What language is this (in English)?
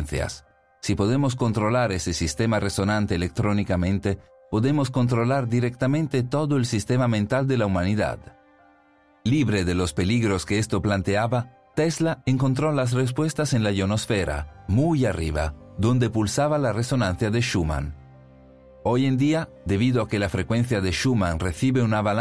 Spanish